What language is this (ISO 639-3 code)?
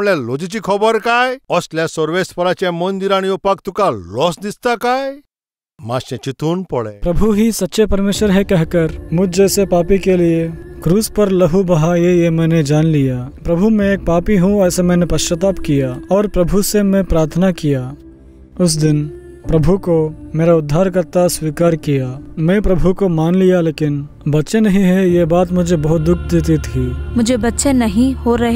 kok